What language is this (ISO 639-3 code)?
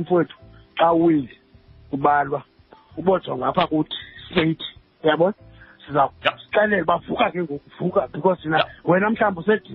xho